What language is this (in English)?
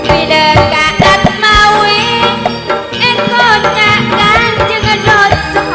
Madurese